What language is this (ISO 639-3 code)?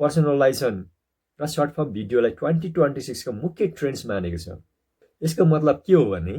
nep